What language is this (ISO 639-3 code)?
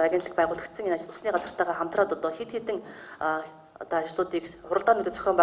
mon